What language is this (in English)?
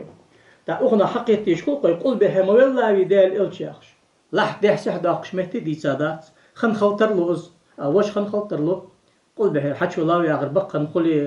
Ingush